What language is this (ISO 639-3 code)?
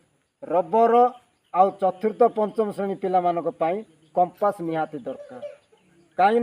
ori